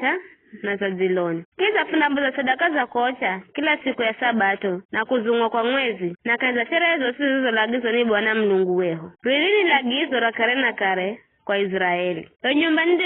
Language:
Giryama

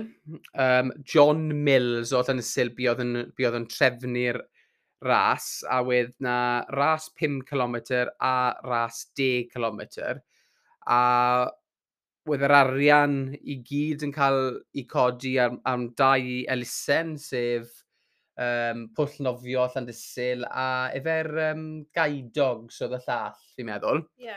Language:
Welsh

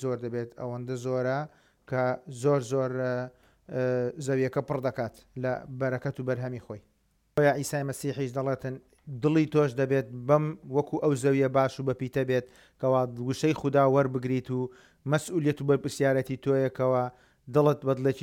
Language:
Central Kurdish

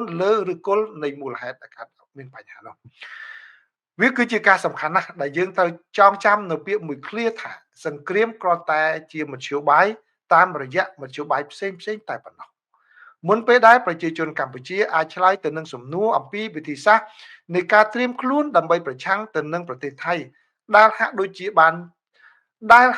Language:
Khmer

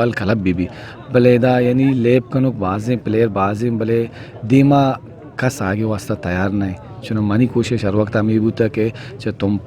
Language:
Eastern Balochi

